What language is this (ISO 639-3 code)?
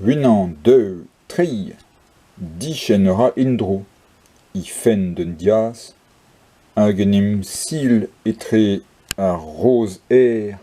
bre